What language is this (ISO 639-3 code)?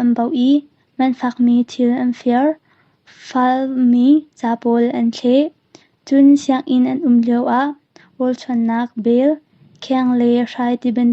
cnh